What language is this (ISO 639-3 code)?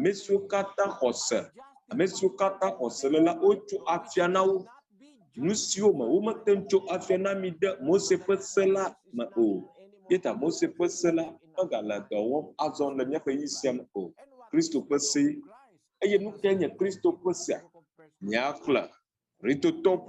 ewe